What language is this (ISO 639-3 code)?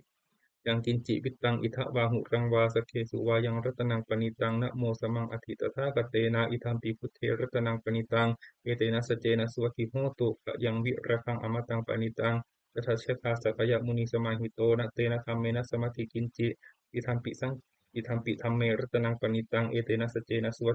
pli